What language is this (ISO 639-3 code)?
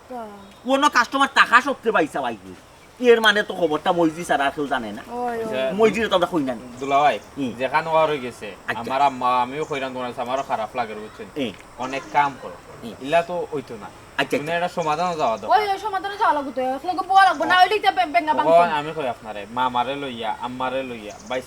syl